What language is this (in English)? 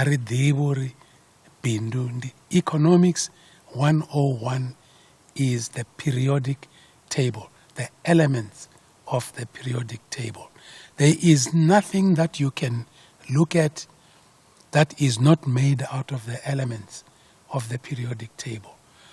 Venda